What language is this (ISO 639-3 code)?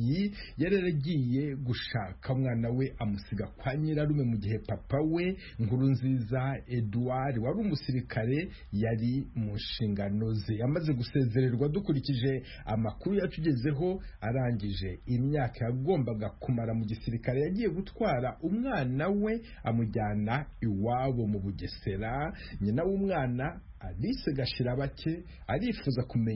kin